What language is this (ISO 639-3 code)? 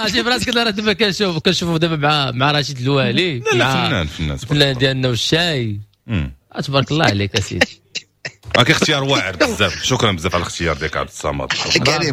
ary